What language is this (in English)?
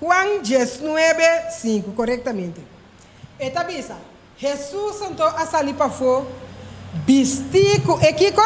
Papiamento